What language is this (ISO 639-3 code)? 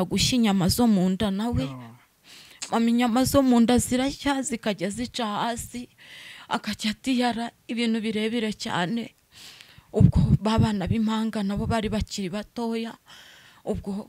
kin